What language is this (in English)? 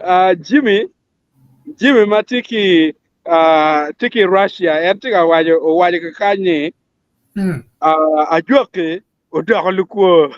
Acoli